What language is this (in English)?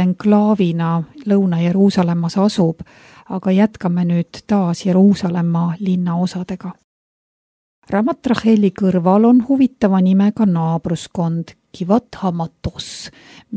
Estonian